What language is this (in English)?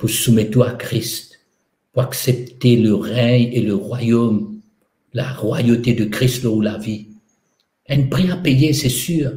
Morisyen